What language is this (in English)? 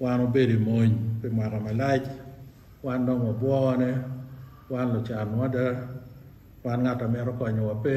Acoli